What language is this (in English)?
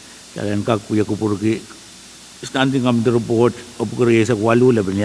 Pohnpeian